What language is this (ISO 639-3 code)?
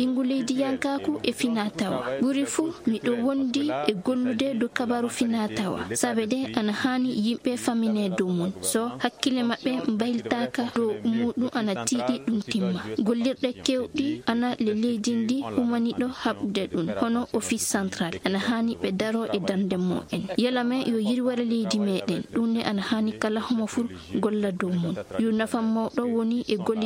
ffm